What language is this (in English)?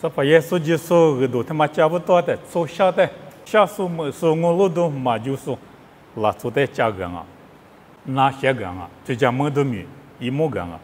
Lisu